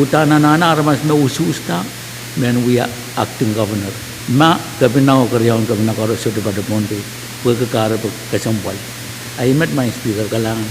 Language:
Pohnpeian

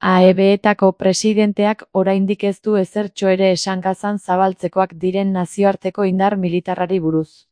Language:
Basque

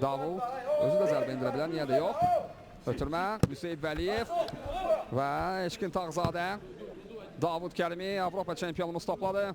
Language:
Azerbaijani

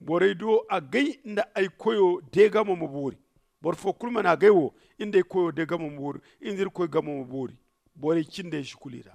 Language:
Zarma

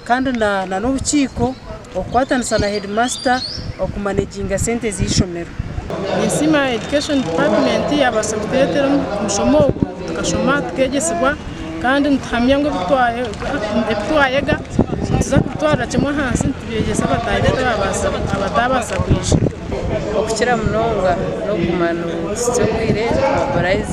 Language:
Nyankole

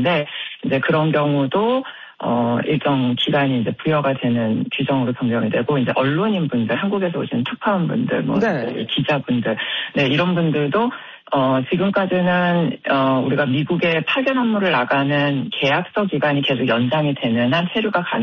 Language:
Korean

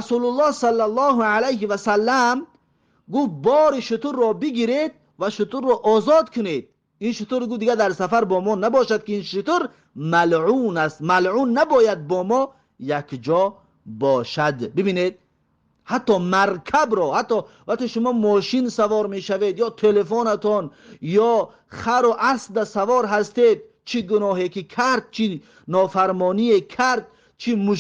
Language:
Tajik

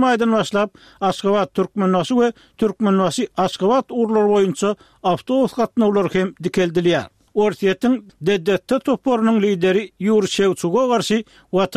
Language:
Turkmen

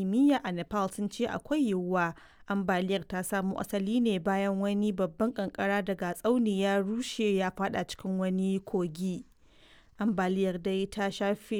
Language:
Hausa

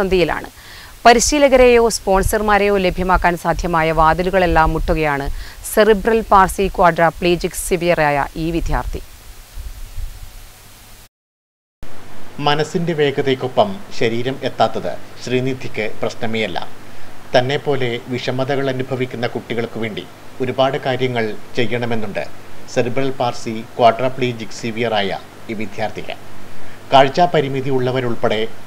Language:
Malayalam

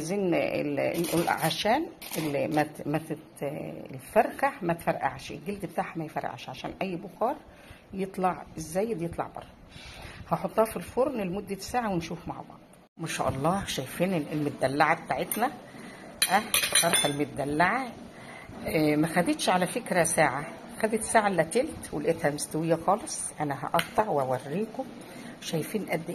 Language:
Egyptian Arabic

